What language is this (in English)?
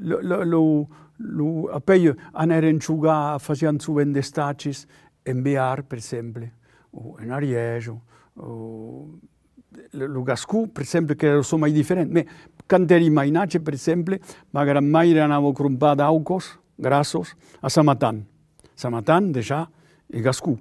Occitan